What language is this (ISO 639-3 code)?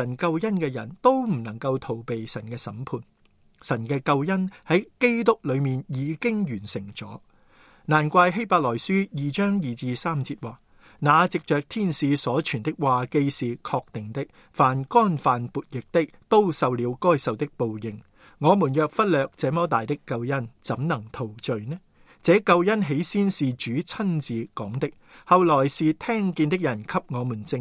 yue